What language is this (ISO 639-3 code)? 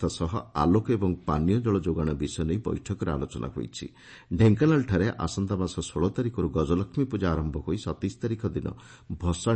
ori